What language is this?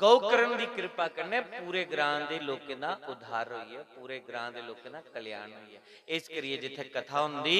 Dogri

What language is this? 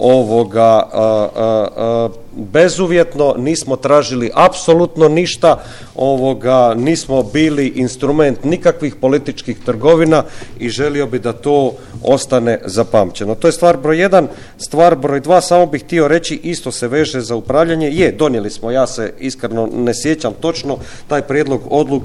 Croatian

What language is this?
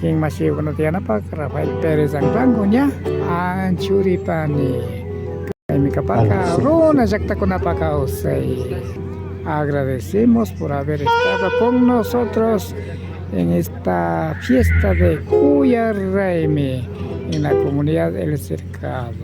Imbabura Highland Quichua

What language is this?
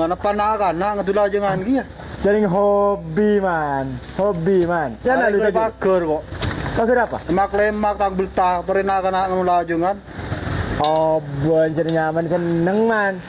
Madurese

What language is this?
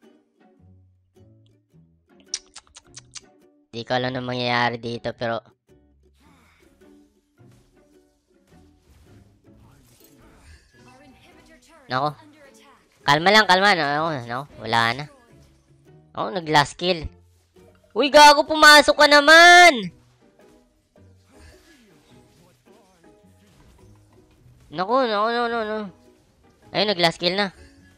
Filipino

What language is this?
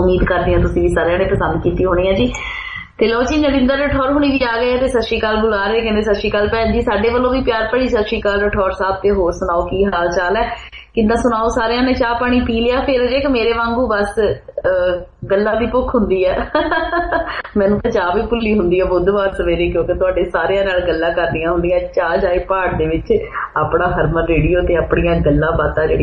Punjabi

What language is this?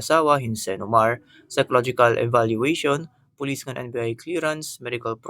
Waray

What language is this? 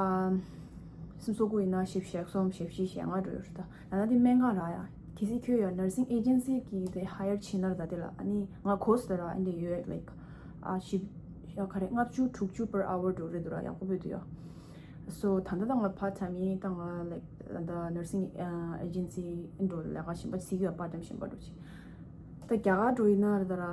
Tibetan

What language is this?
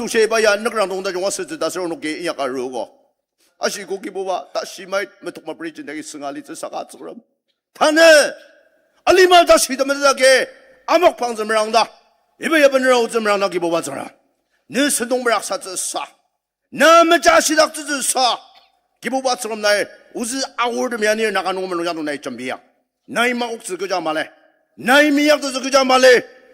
Ao Naga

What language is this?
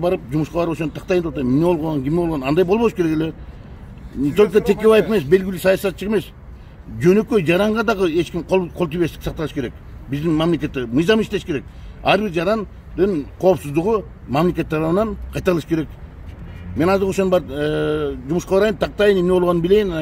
Kyrgyz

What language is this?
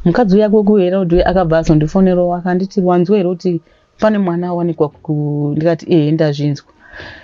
Shona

